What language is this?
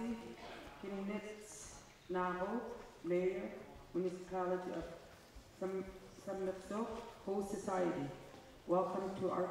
Kalaallisut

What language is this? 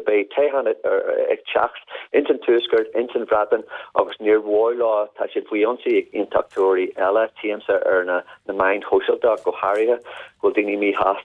Irish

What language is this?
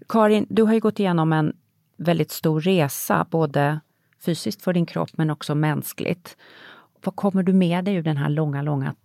Swedish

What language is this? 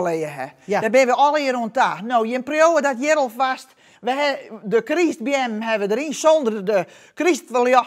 Western Frisian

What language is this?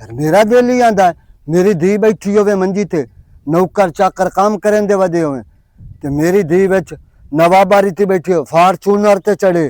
Western Panjabi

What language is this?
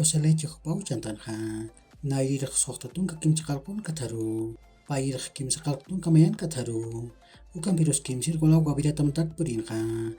Aymara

